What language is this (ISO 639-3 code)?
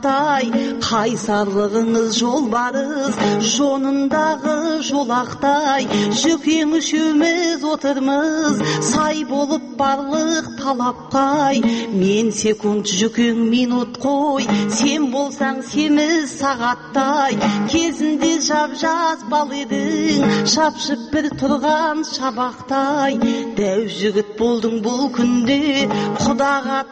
kaz